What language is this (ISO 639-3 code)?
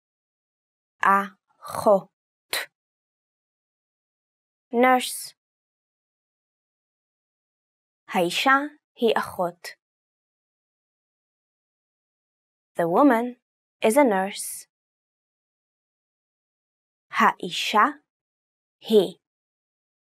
heb